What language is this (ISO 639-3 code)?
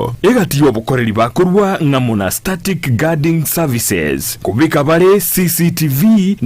guz